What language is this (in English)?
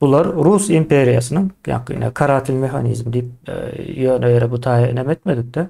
Turkmen